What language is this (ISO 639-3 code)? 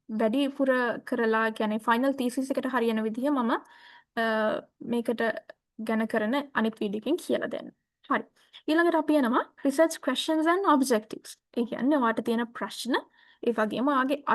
sin